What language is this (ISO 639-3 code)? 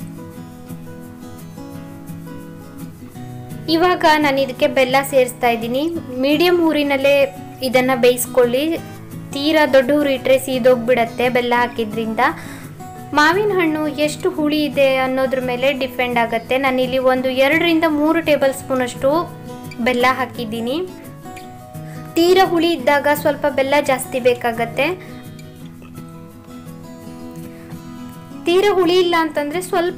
kan